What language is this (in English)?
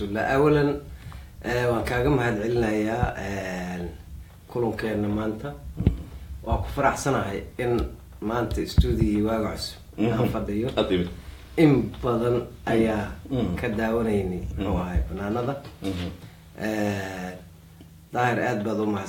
Somali